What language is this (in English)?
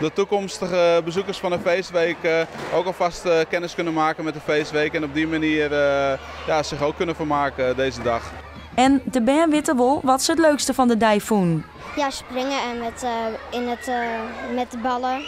Western Frisian